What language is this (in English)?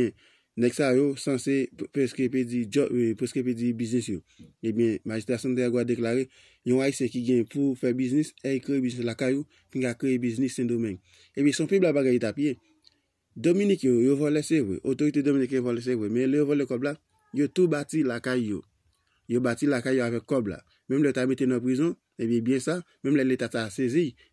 Haitian Creole